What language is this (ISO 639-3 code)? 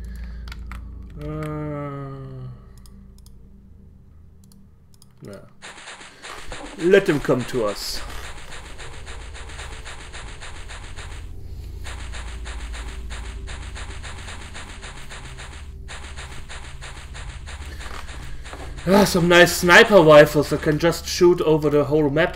eng